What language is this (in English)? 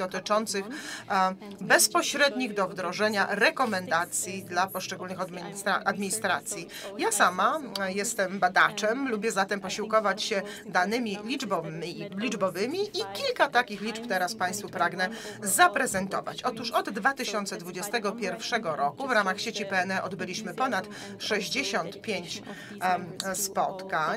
Polish